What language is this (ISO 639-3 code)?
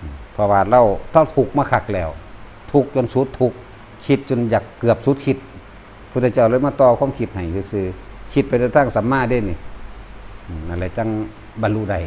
tts